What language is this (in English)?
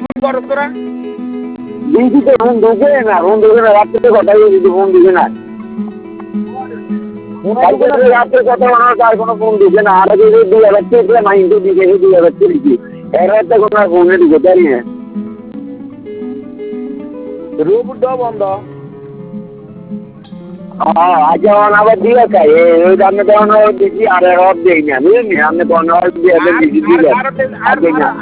Bangla